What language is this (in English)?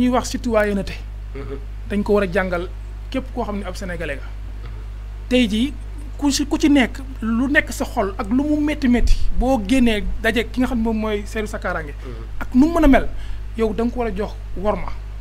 Wolof